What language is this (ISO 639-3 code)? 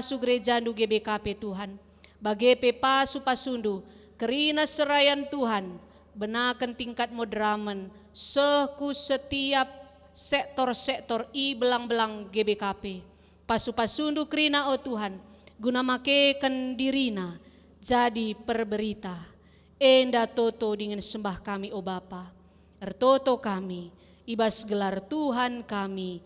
btx